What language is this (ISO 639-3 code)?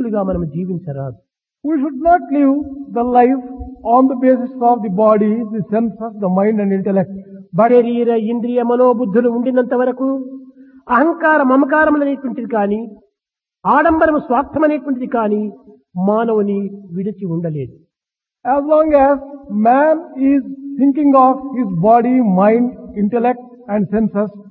tel